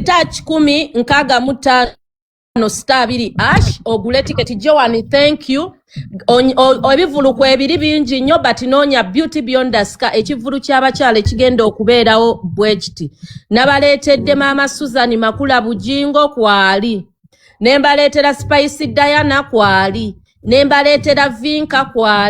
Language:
Ganda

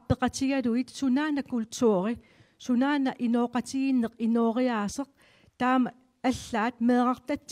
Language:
Kalaallisut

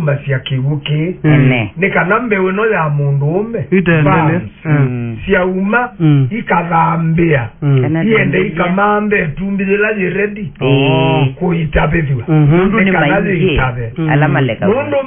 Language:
Kamba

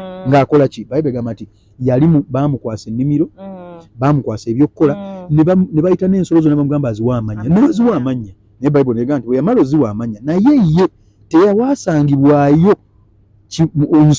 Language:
Ganda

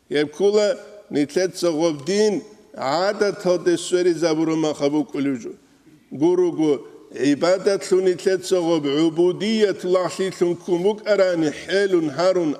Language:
Avaric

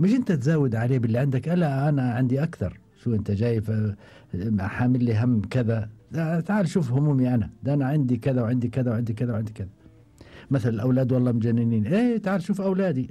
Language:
Gulf Arabic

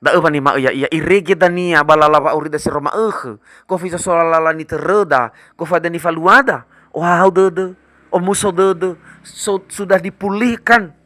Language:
Nias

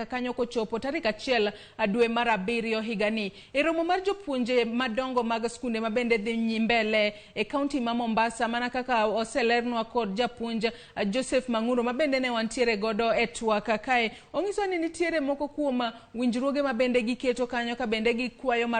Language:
Luo (Kenya and Tanzania)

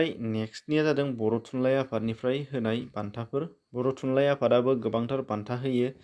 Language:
Bodo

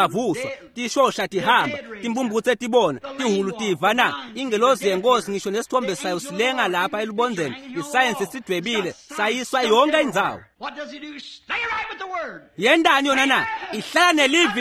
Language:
Swati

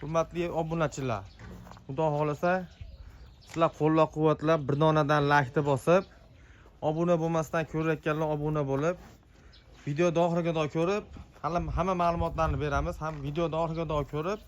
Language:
Uzbek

